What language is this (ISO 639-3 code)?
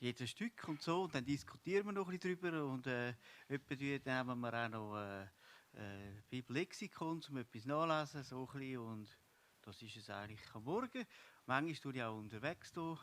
gsw